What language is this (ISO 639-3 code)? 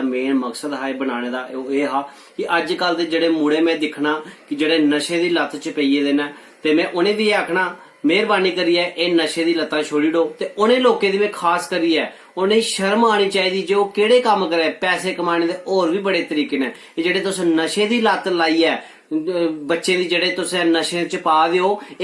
doi